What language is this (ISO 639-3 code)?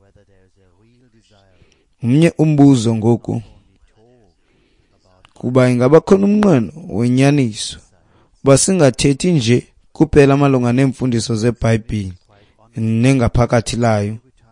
xho